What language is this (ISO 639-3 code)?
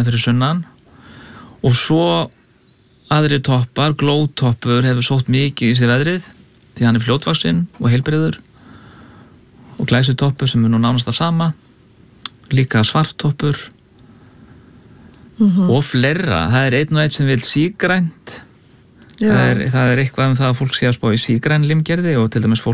isl